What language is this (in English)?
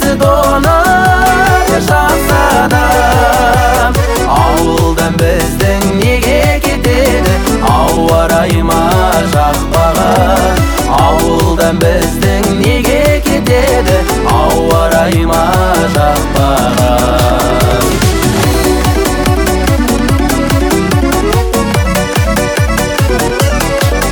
Kazakh